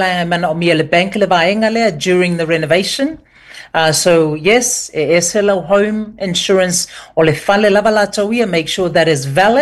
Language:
Samoan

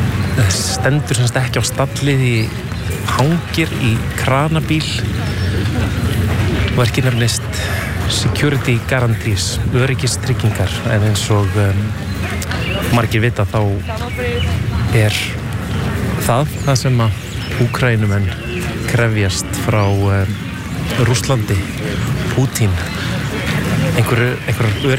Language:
Icelandic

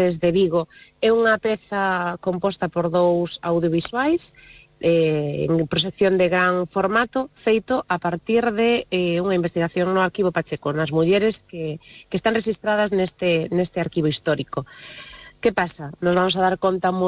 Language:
Galician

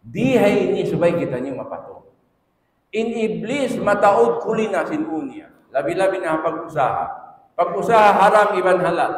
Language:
Tausug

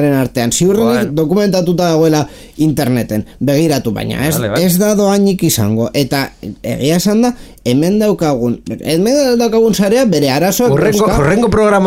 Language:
Basque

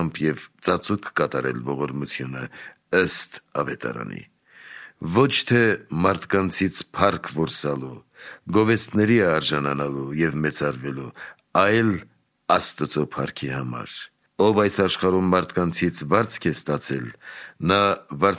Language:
Armenian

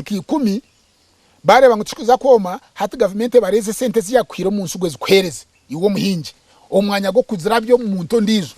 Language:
Nyankole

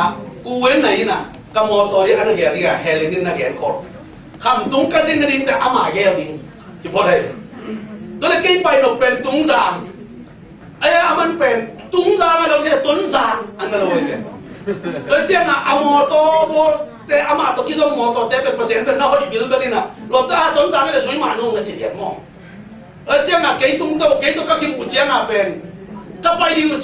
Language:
Tedim Chin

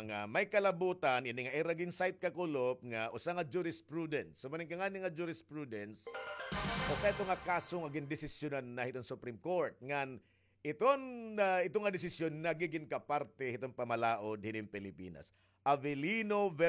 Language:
Waray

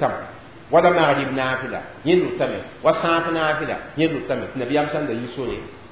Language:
Mossi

